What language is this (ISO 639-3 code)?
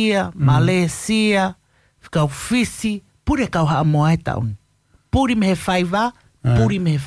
ton